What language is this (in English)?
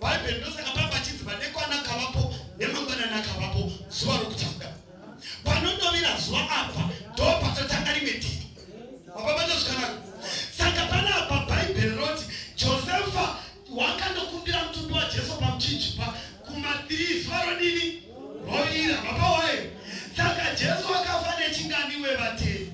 Shona